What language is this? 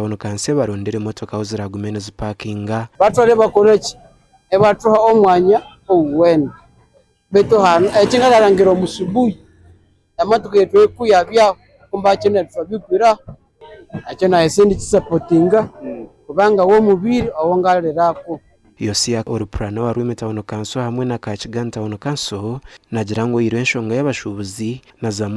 Nyankole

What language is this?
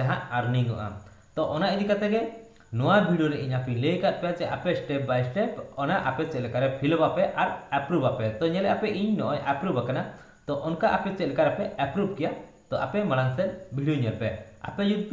Santali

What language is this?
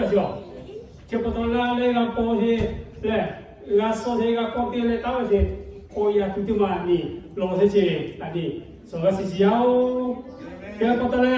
Lahu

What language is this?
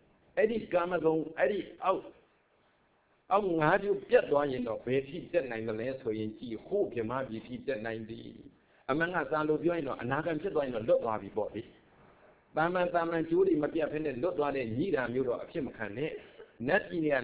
Burmese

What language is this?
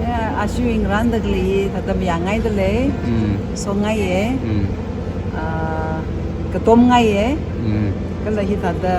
Tangkhul Naga (India)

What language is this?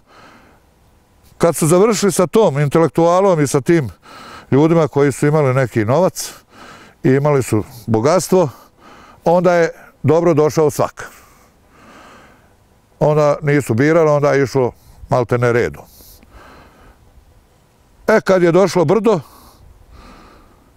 Bosnian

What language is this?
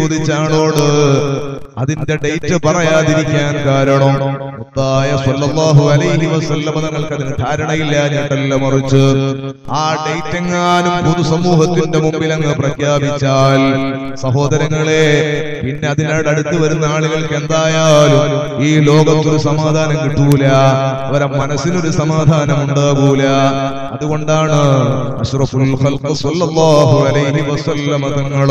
Malayalam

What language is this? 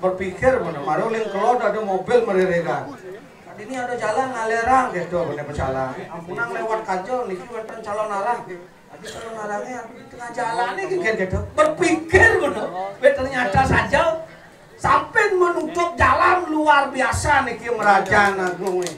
Balinese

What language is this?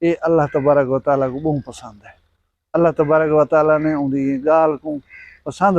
Saraiki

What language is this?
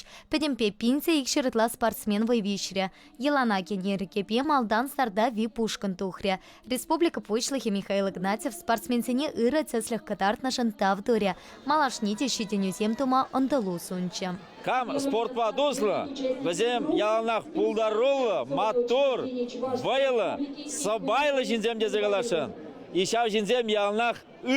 Chuvash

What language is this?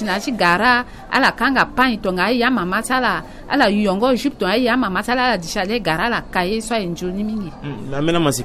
Sango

